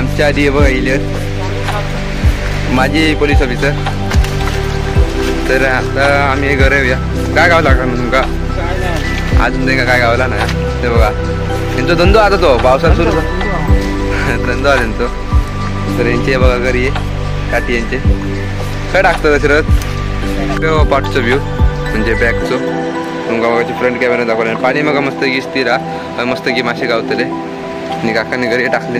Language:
Marathi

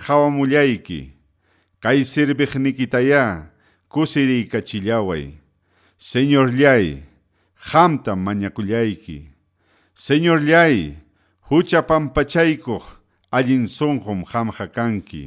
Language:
Ayacucho Quechua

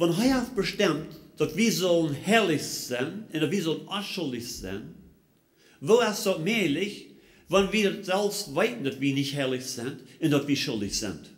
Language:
Plautdietsch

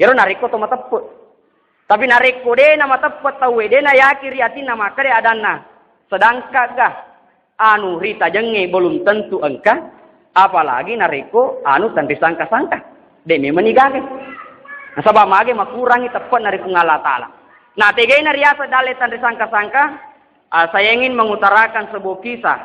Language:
Buginese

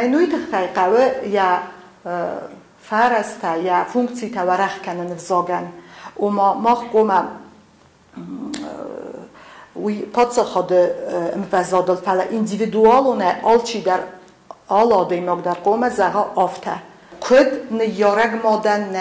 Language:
Ossetic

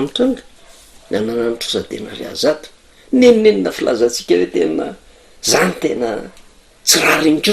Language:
Malagasy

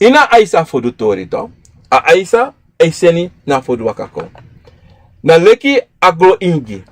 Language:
Sranan Tongo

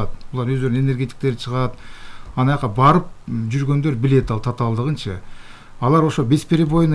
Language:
Kyrgyz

